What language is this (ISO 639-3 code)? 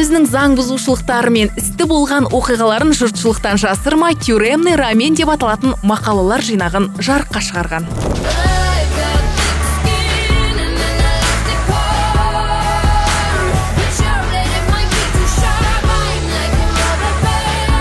kaz